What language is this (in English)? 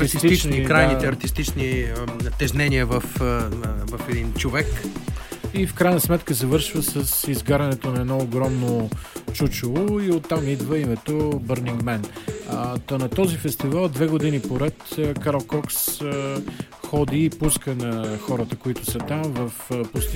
Bulgarian